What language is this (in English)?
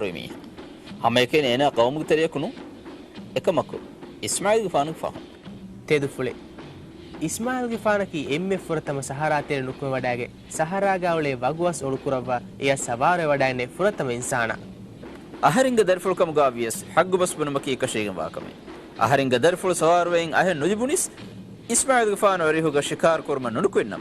Divehi